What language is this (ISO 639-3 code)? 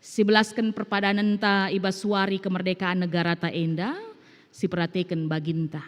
btx